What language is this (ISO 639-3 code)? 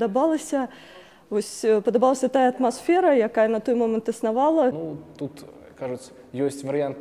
bel